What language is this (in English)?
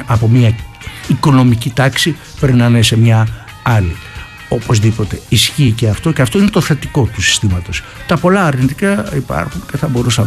Greek